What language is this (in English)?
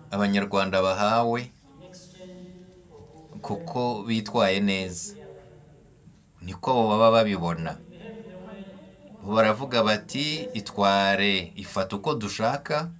Kinyarwanda